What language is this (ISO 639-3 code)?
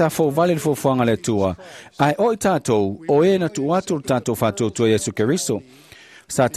smo